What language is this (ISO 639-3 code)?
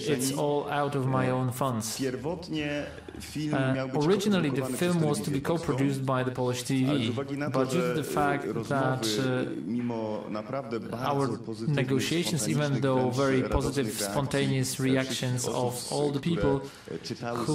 pol